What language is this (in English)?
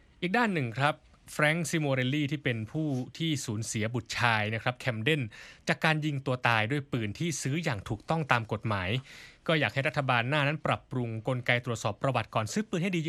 Thai